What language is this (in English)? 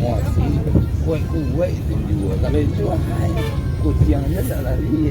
Minangkabau